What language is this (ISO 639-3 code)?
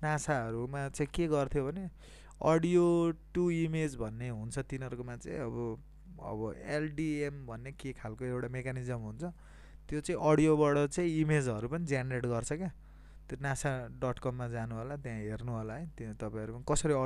nep